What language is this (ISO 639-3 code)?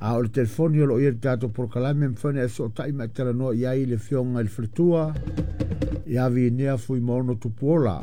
smo